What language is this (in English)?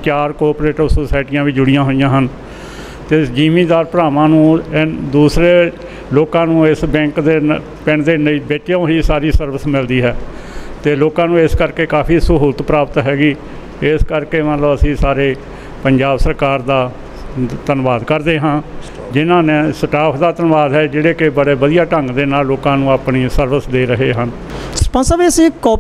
Punjabi